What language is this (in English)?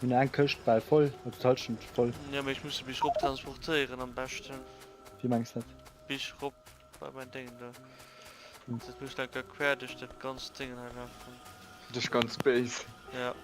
Luxembourgish